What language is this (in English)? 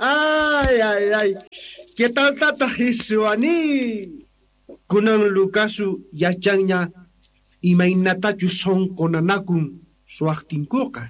South Bolivian Quechua